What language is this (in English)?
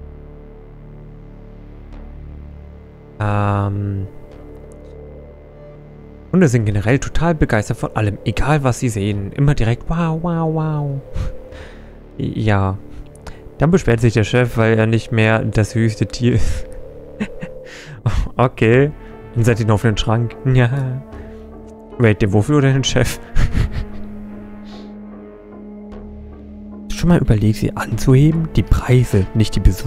German